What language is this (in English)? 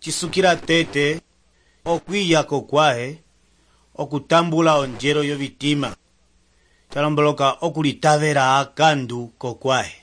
Umbundu